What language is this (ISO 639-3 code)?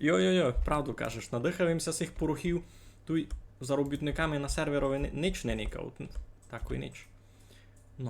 rue